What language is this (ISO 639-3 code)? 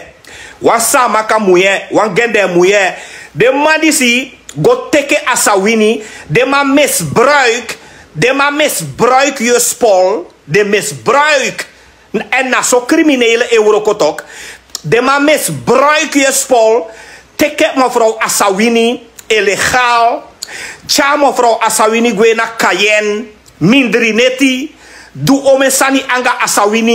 srn